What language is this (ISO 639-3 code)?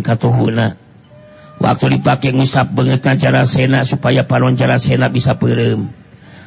sun